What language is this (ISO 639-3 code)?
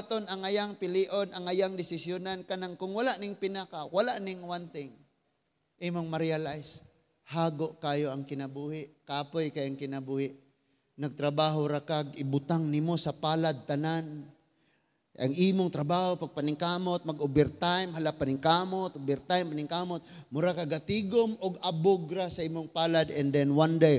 ceb